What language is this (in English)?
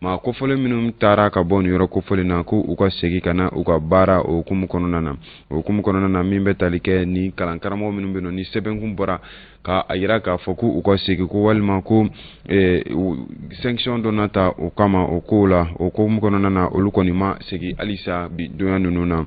Bambara